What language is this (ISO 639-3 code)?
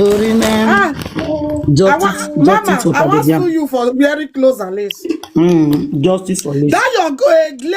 pcm